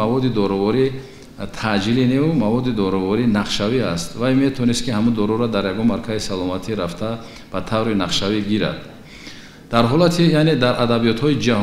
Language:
Tajik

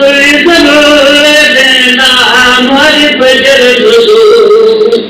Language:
Kashmiri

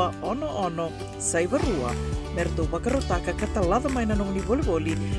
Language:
Fijian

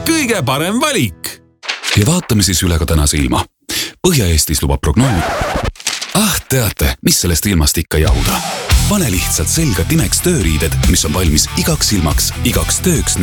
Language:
Estonian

